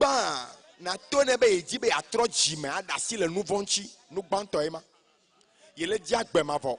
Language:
Ewe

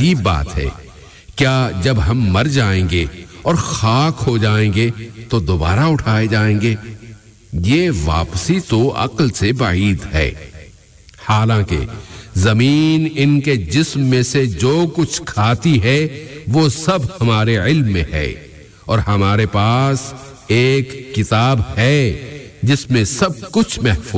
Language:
Urdu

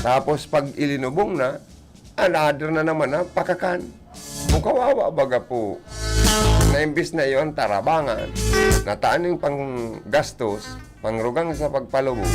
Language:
Bikol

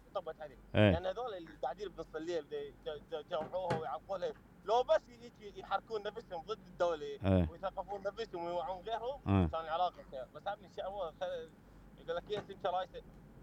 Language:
Mesopotamian Arabic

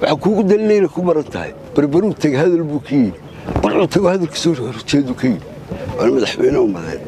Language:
Somali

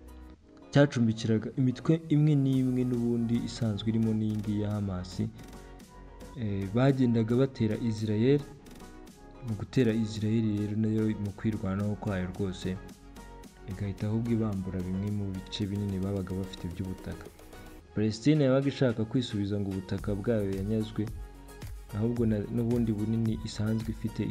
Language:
Kinyarwanda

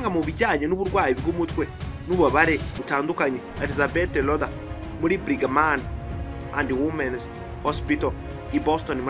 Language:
Kinyarwanda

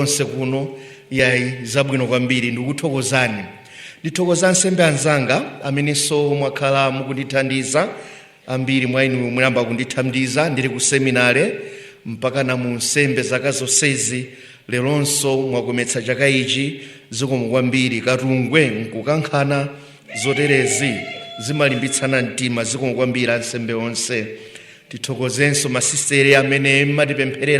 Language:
Nyanja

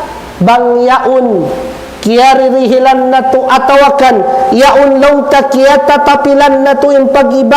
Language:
Tausug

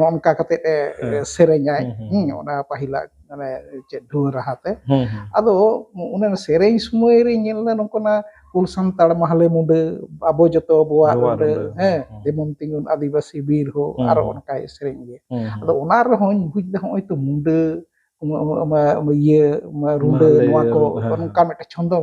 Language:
Santali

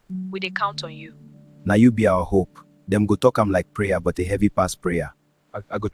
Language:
Nigerian Pidgin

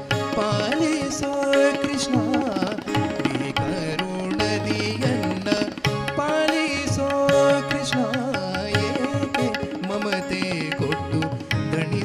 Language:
Kannada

